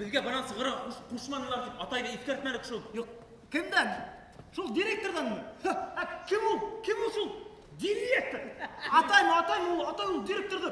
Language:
Bashkir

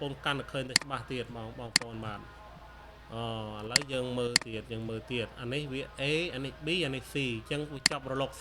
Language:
Khmer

